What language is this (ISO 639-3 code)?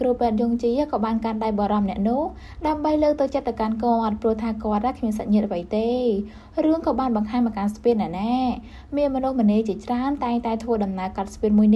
khm